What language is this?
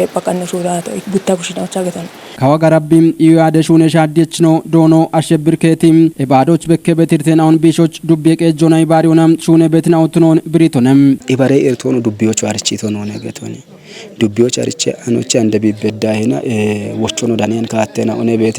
Kafa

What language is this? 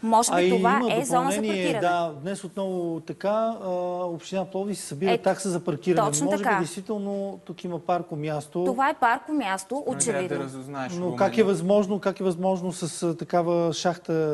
Bulgarian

